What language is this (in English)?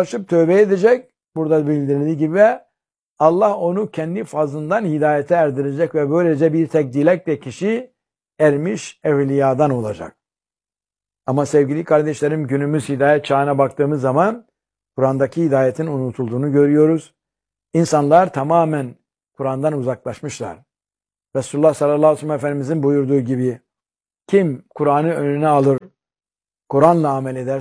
Turkish